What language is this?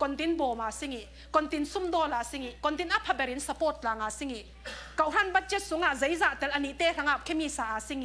Falam Chin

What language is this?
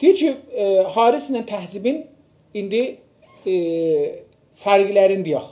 South Azerbaijani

